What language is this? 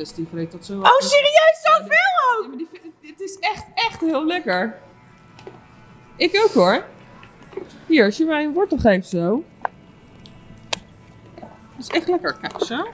Dutch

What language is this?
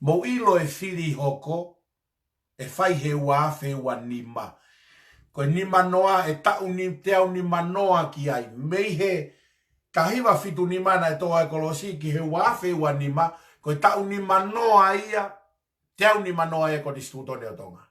Tongan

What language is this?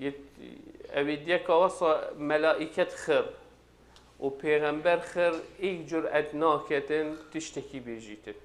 Kurdish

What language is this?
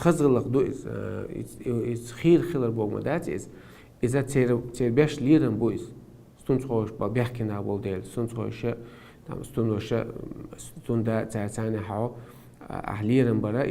Chechen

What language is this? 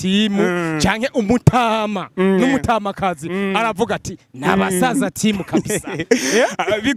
Rundi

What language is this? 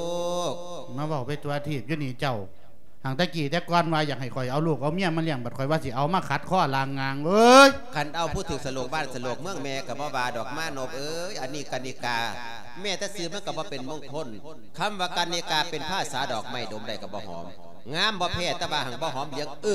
Lao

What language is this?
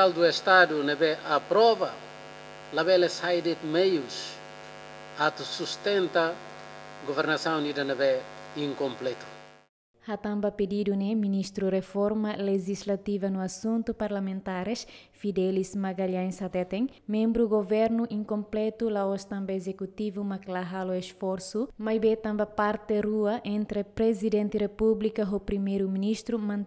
Tetum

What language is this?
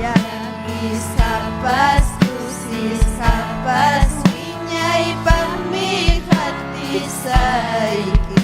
Ayacucho Quechua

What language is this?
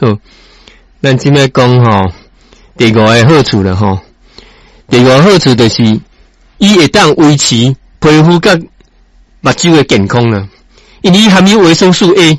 Min Nan Chinese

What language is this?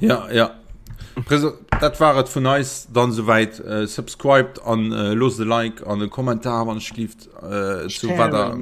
Luxembourgish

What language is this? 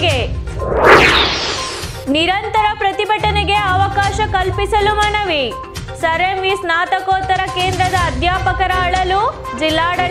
Kannada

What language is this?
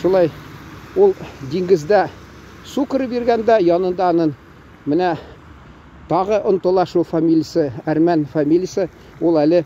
Tatar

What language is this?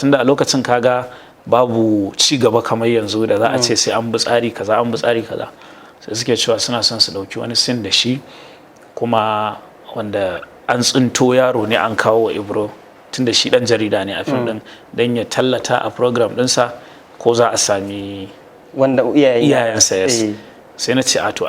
Hausa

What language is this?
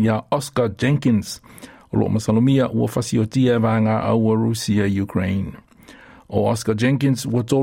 Samoan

